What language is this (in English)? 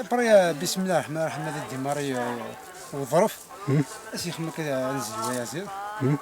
Kabyle